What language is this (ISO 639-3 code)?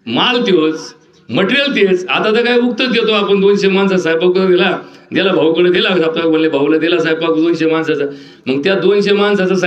mar